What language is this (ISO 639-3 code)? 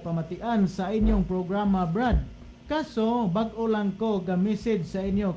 ceb